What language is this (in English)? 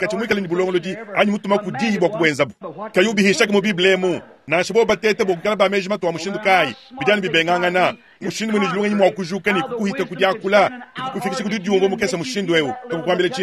Luba-Lulua